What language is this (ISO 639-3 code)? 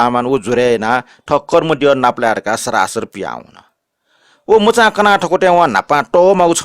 new